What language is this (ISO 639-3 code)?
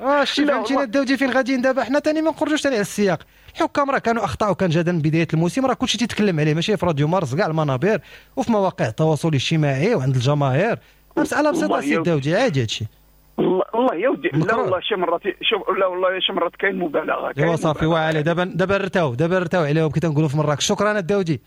ary